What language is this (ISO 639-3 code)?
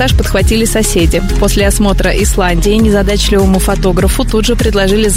rus